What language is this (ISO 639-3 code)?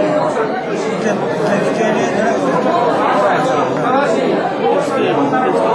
jpn